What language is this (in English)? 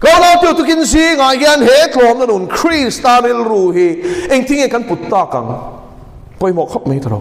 Mizo